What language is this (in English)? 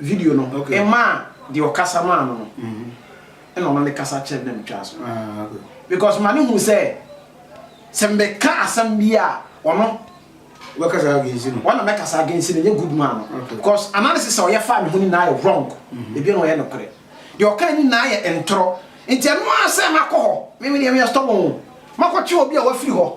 Akan